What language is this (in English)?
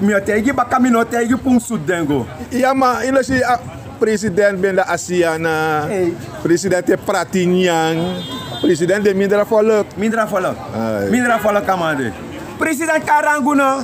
Sranan Tongo